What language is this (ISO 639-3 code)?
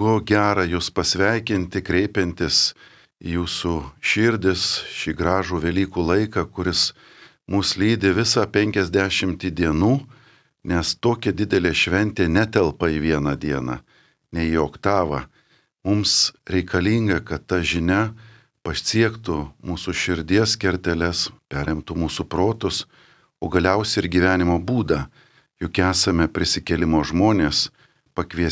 lit